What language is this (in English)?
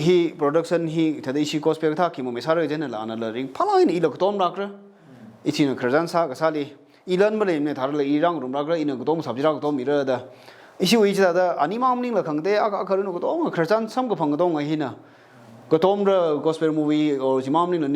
Tangkhul Naga (India)